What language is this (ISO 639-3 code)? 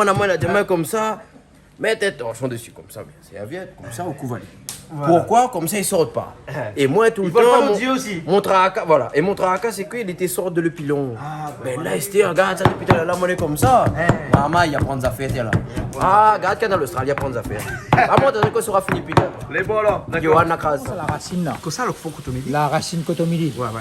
rcf